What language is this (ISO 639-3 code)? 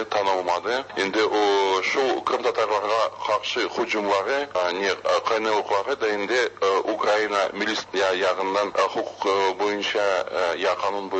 tat